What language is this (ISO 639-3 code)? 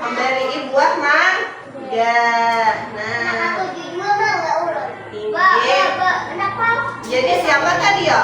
bjn